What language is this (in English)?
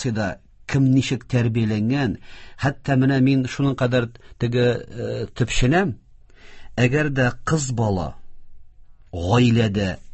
Tatar